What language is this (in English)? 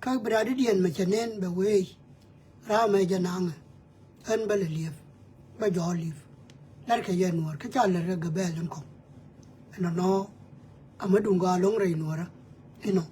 Nuer